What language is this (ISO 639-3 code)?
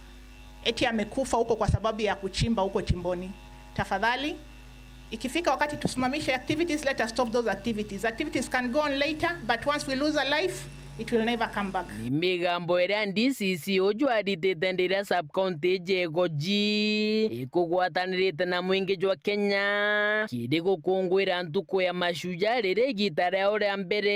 mer